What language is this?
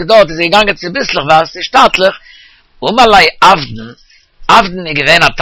Yiddish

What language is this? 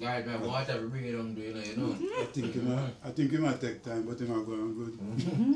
Jamaican Creole English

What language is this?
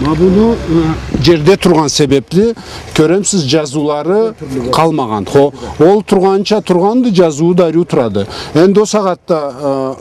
Karachay-Balkar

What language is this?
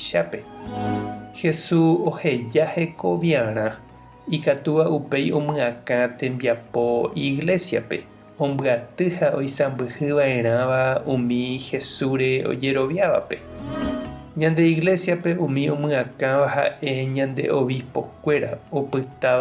Guarani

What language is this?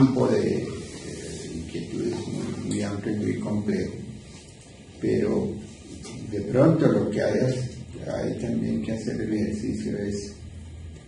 Spanish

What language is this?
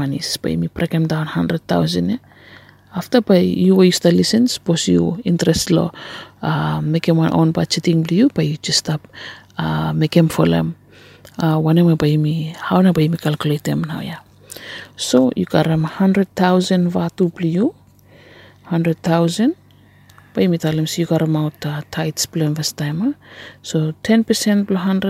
Bislama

